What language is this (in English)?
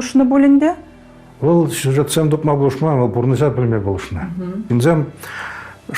Chuvash